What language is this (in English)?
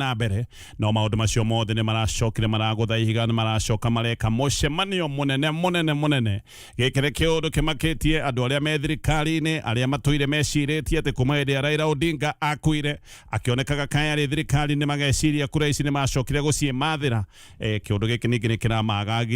Kikuyu